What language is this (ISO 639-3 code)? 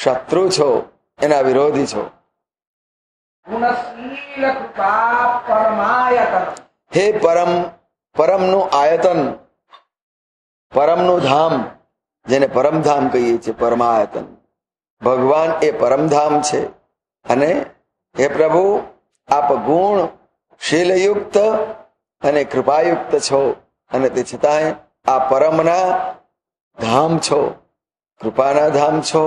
guj